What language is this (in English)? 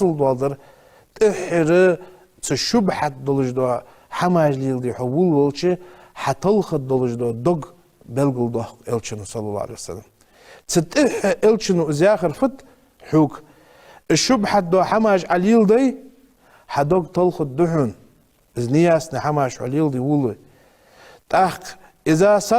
Ingush